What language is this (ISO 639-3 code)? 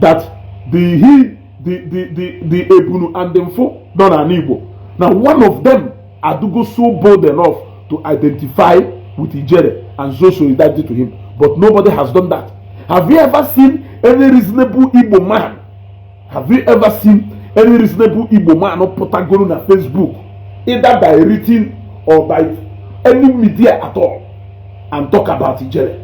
ibo